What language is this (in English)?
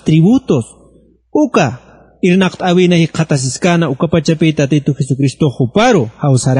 Aymara